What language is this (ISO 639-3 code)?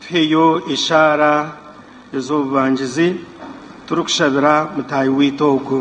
nyn